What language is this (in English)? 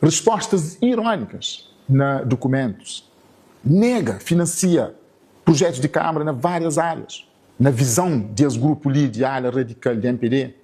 Kabuverdianu